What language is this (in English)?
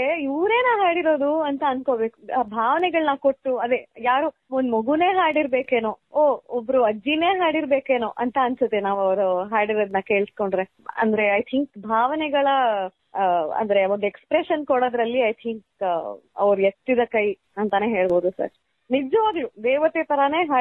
Kannada